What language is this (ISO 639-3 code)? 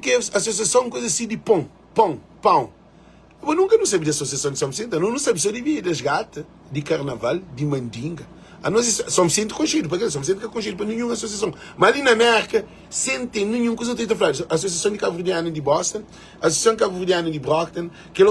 kea